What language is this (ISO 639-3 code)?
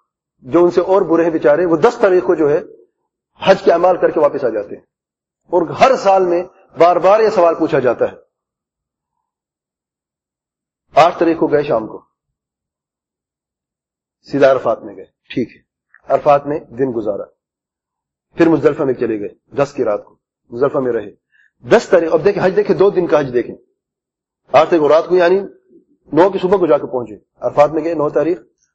urd